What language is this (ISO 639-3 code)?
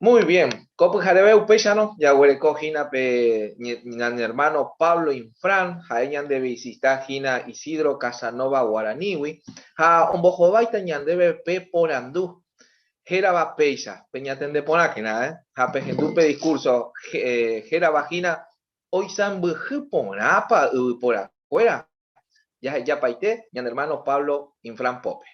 grn